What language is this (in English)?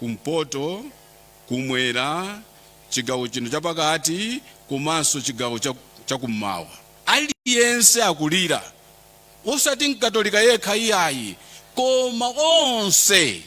Nyanja